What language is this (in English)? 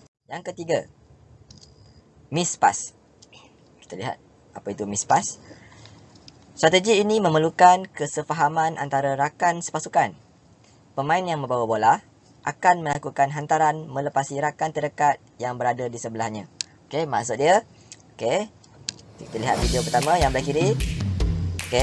Malay